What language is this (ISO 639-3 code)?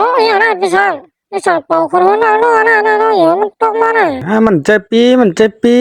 shn